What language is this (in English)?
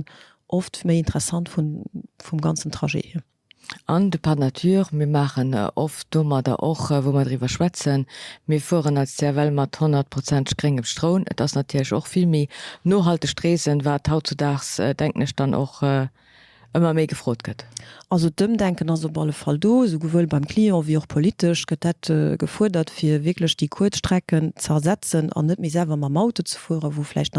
Luxembourgish